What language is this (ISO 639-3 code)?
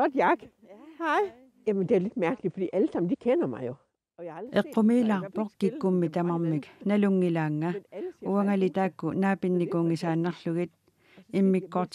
kal